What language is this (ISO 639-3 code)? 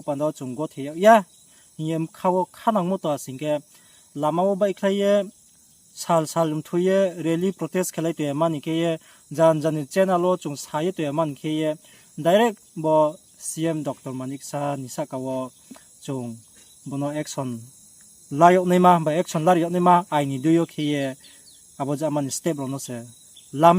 ria